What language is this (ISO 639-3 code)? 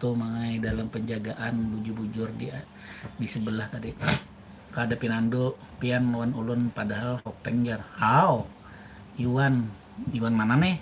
bjn